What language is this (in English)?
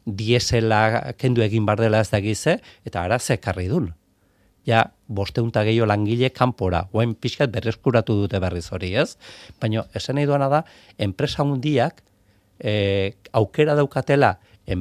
Basque